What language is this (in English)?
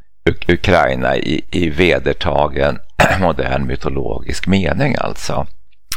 Swedish